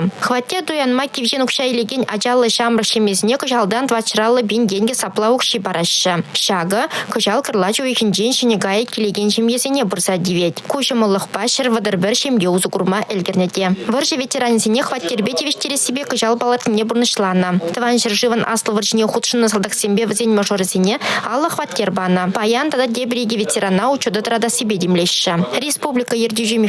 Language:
Chuvash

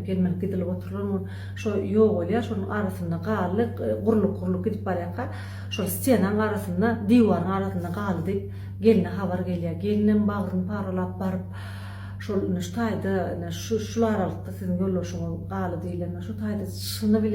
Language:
Turkmen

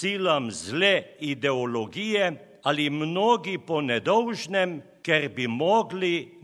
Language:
Slovenian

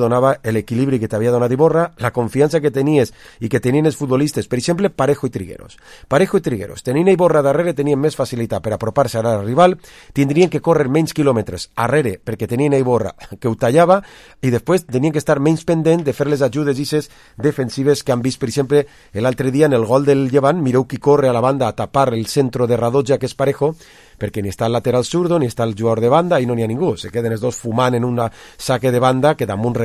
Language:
Catalan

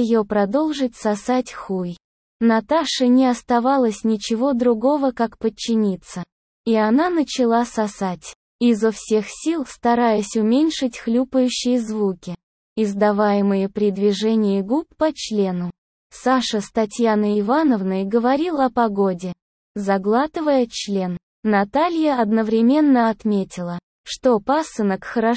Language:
Russian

